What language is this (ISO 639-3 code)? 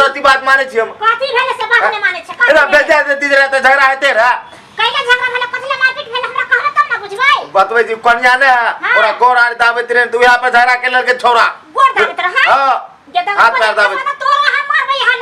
mai